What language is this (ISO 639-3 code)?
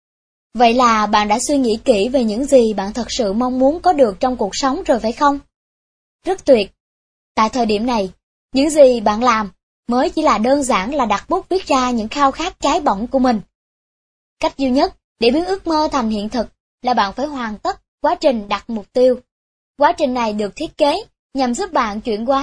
vie